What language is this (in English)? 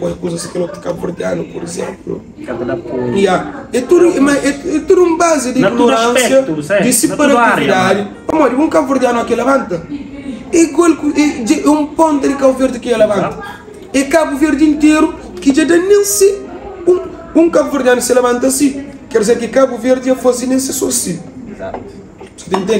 Kabuverdianu